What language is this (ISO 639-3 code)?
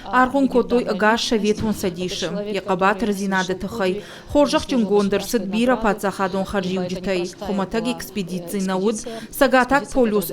oss